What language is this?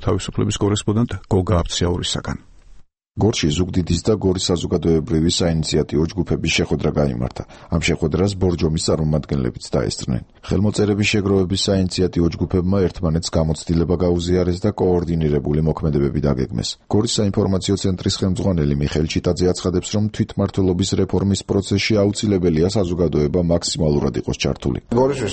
Georgian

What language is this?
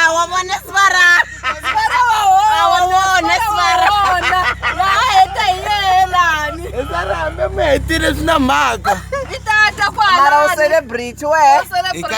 Tsonga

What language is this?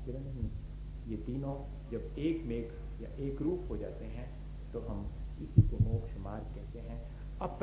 Hindi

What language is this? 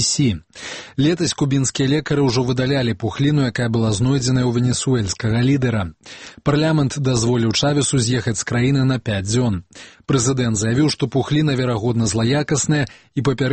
Belarusian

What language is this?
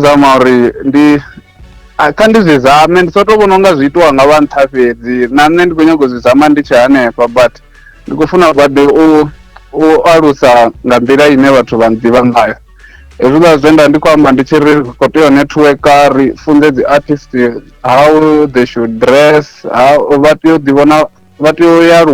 Venda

